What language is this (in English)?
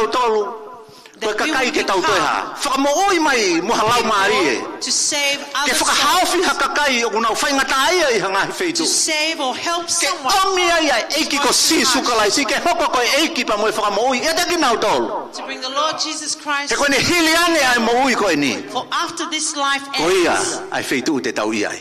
Tongan